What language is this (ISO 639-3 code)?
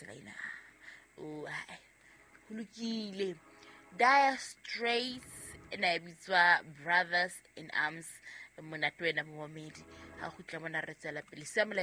sot